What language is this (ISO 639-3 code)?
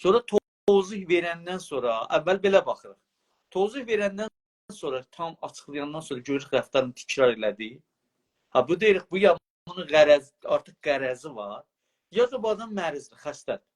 azb